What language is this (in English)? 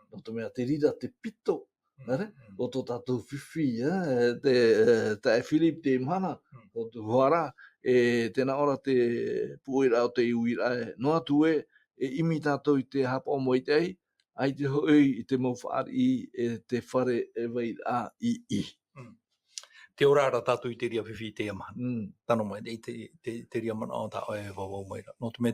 Tahitian